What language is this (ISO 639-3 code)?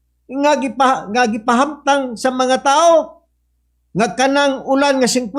ceb